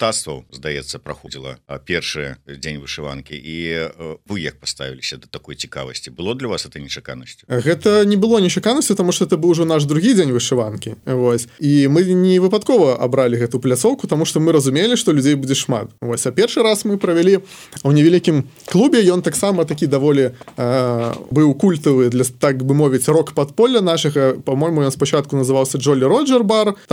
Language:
Belarusian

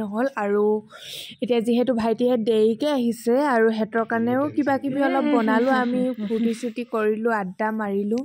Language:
Assamese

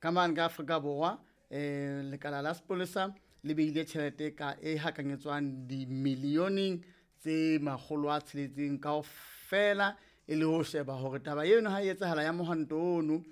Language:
Southern Sotho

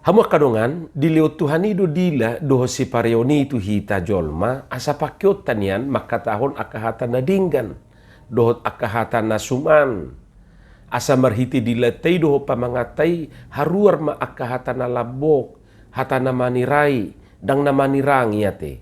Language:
Batak Toba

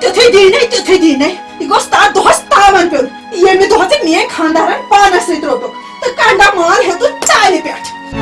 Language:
Kashmiri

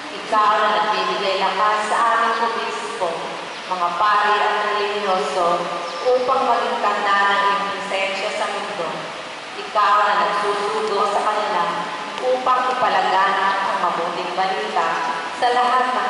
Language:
Filipino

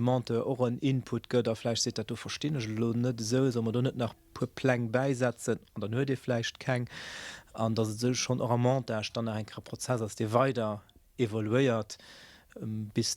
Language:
Luxembourgish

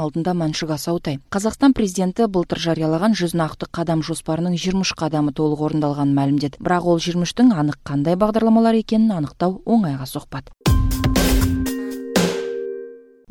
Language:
Kazakh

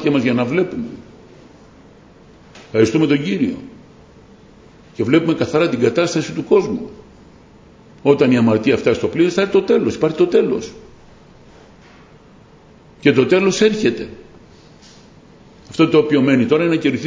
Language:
Greek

